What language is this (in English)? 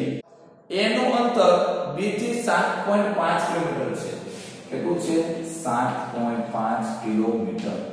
Gujarati